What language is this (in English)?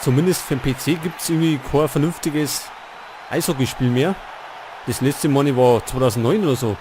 Bavarian